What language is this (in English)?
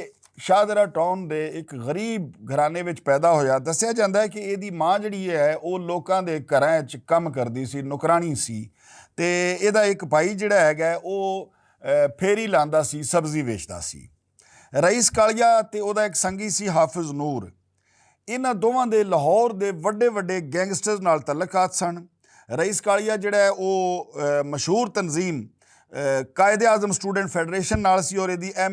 Western Panjabi